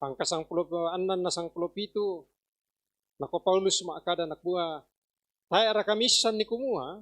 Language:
Toraja-Sa'dan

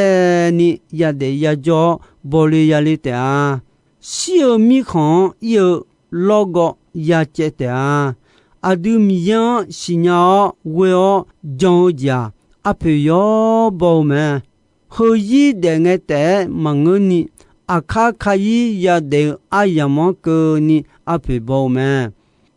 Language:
Akha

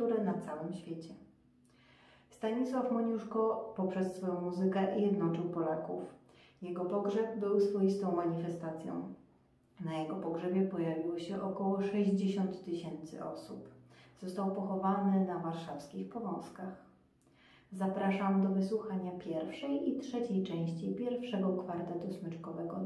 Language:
Polish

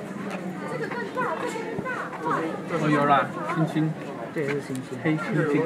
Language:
Chinese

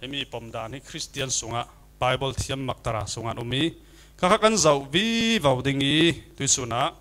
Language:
Falam Chin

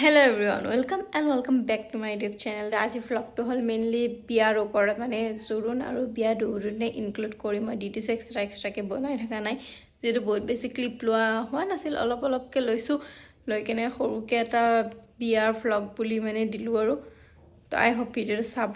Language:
Assamese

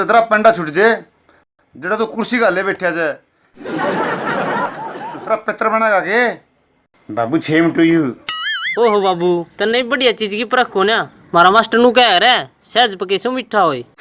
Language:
Haryanvi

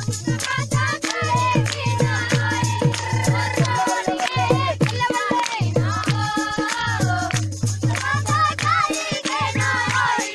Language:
Dogri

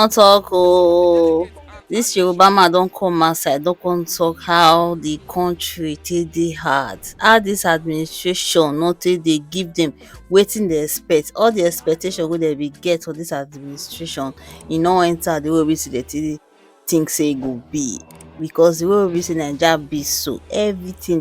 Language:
Nigerian Pidgin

